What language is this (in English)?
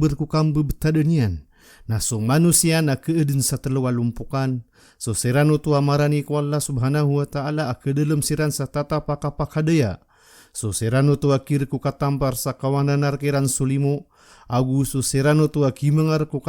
Maranao